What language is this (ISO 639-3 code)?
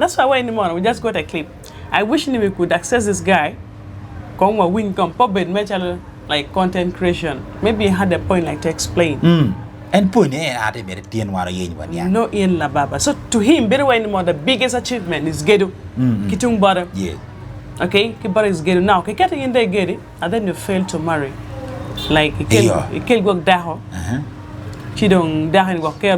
ach